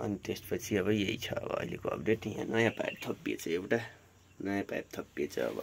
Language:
Nepali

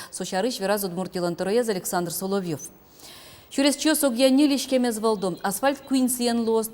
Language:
Udmurt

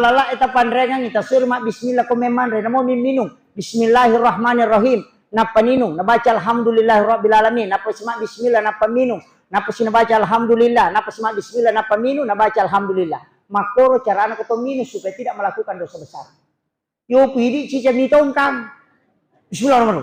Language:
Buginese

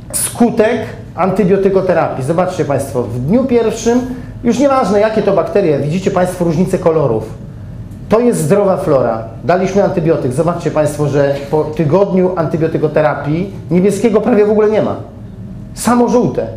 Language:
Polish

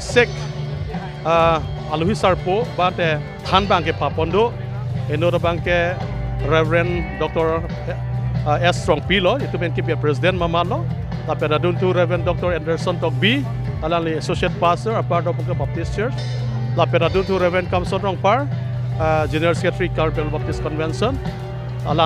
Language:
Karbi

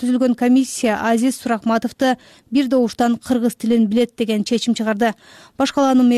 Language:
Kyrgyz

